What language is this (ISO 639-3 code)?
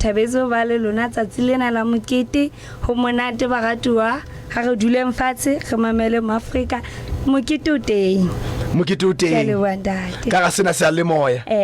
sot